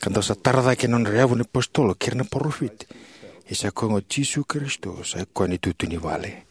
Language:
Fijian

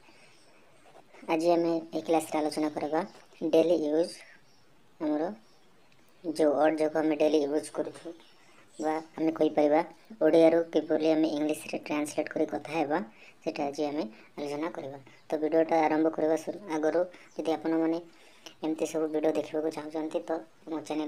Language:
Odia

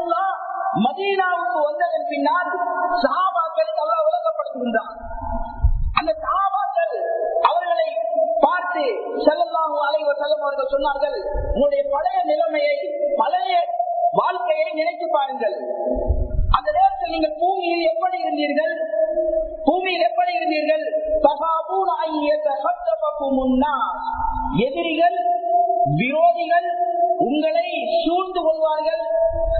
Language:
Tamil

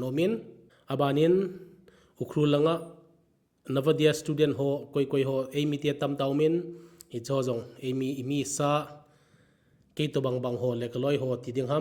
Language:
Thado Chin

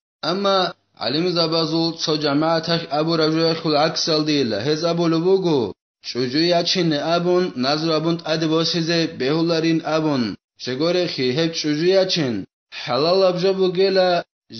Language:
Avaric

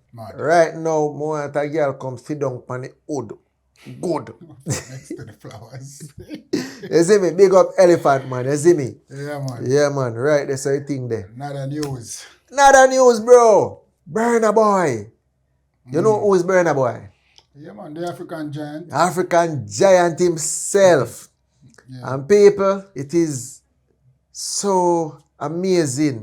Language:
Jamaican Creole English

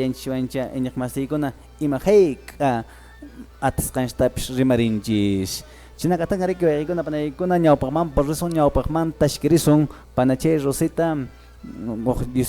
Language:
Quechua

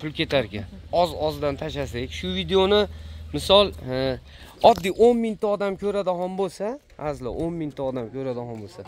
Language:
Uzbek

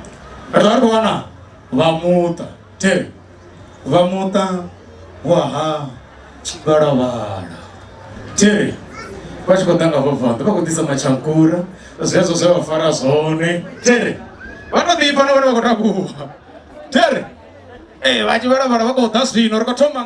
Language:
Venda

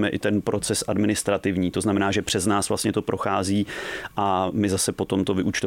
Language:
Czech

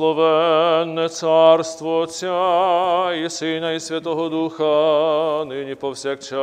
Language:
Ukrainian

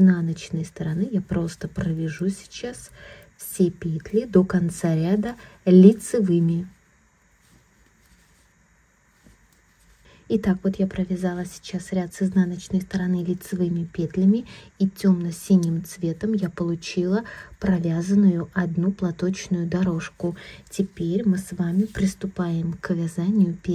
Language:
Russian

